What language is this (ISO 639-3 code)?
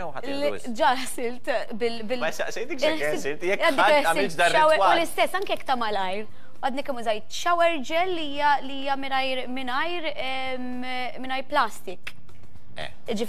mlt